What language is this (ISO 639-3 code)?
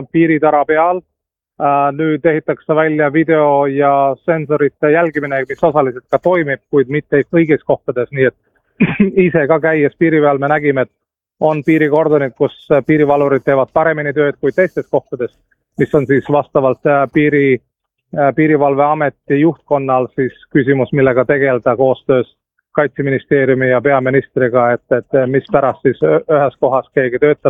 est